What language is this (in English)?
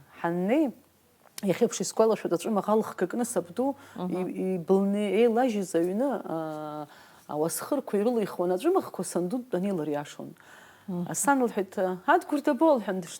Abkhazian